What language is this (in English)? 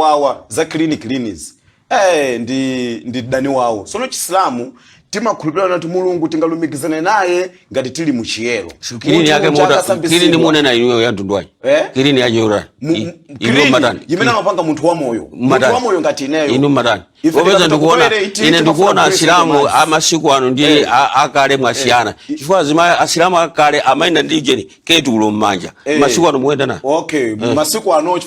Nyanja